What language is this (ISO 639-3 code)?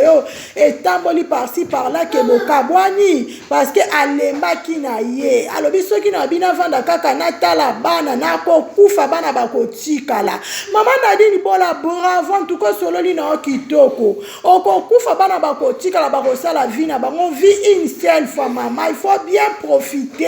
lin